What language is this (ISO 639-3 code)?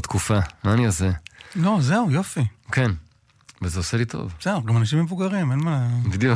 heb